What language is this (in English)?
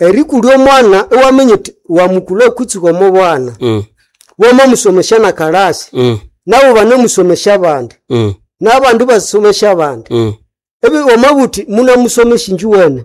Nande